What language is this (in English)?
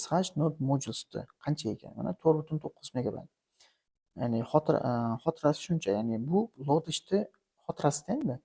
Uzbek